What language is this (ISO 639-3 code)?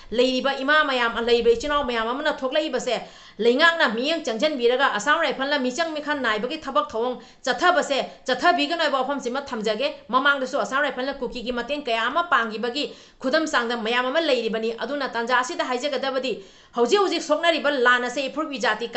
mni